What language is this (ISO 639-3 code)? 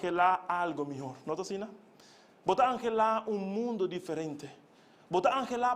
pap